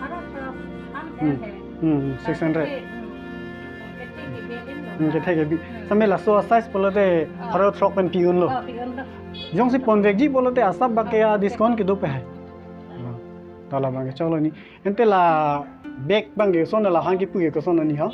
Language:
Karbi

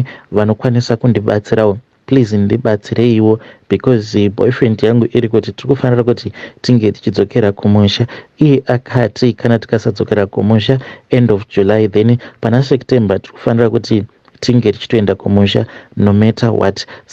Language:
Shona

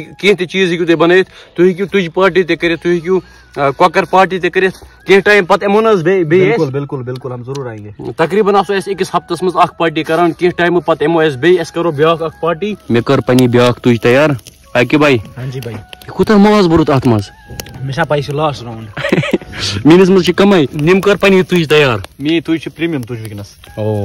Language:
Kashmiri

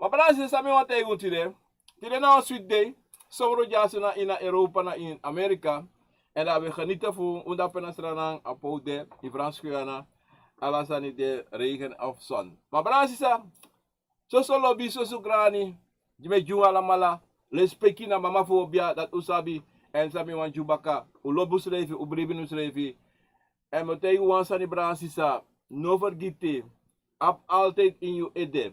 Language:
Sranan Tongo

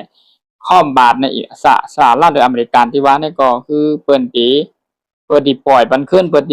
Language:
Shan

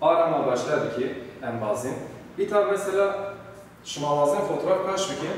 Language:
Zaza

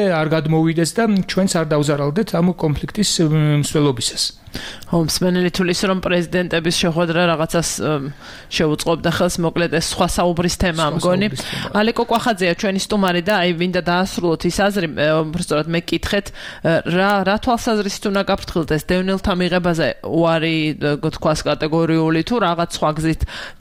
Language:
Georgian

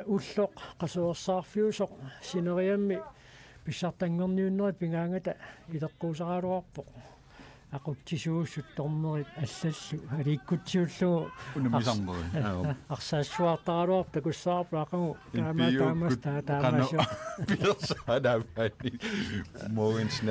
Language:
Kalaallisut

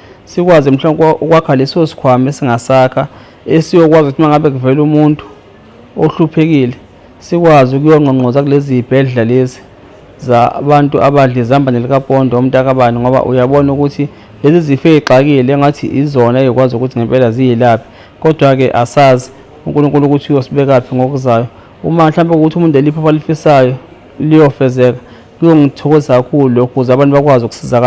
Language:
Zulu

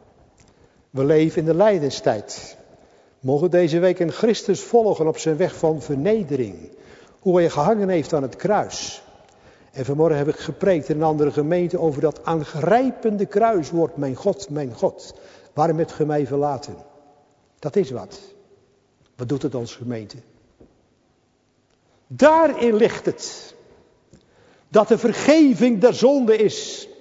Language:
Dutch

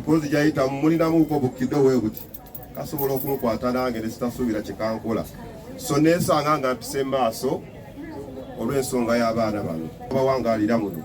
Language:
Ganda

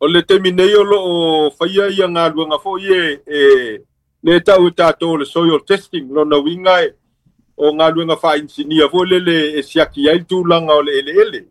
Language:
Samoan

